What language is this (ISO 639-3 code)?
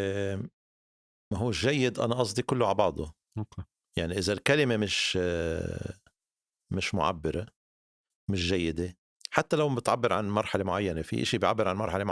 apc